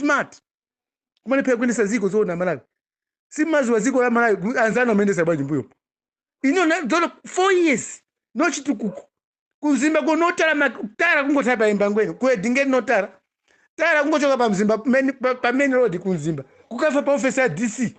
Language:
Nyanja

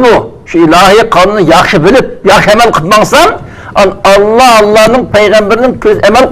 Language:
Uyghur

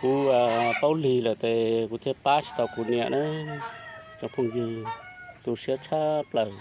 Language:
Hmong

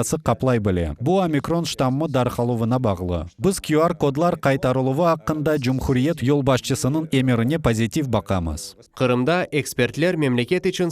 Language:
Crimean Tatar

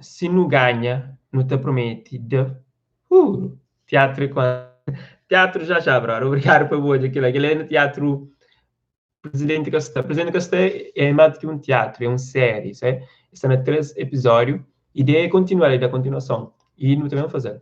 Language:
Kabuverdianu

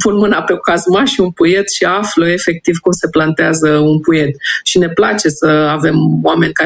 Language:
Romanian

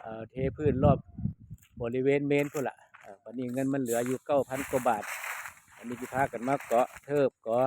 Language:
Northeastern Thai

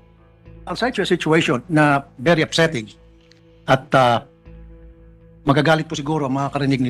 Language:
Filipino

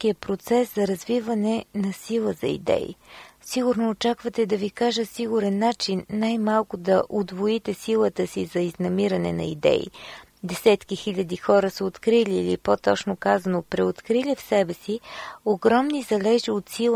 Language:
Bulgarian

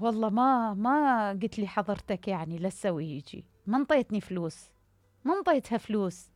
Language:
Mesopotamian Arabic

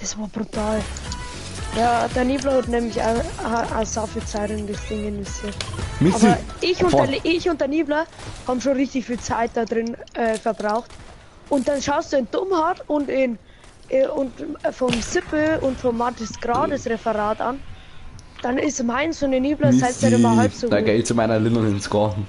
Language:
Bavarian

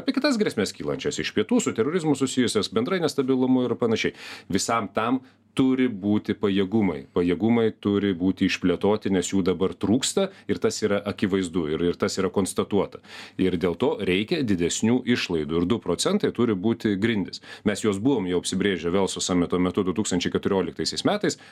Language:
Lithuanian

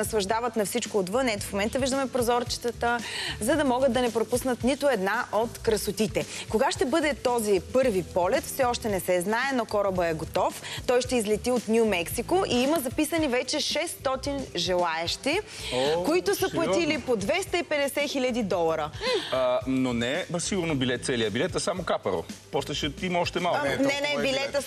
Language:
Bulgarian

